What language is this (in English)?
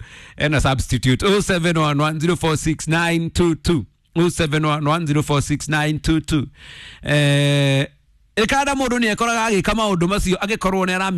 Kikuyu